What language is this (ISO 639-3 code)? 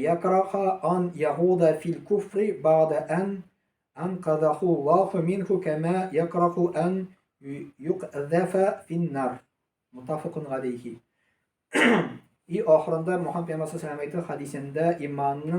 tat